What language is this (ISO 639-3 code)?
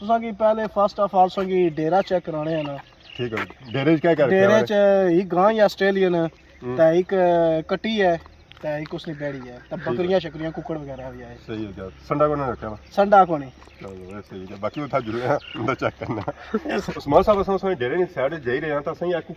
phr